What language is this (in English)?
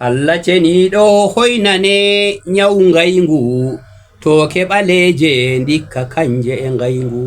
Fula